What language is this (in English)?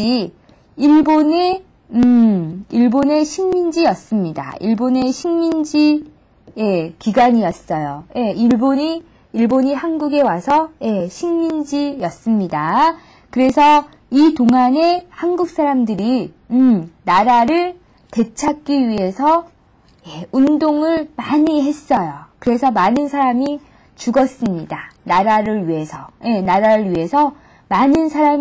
Korean